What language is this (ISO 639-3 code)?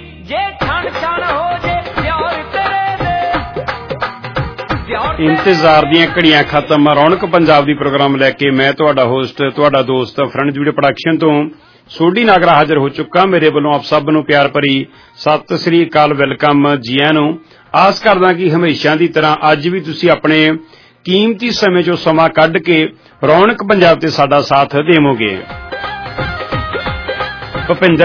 pan